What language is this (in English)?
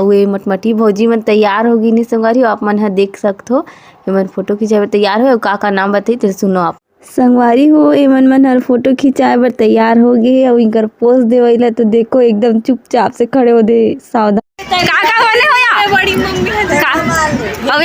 Chhattisgarhi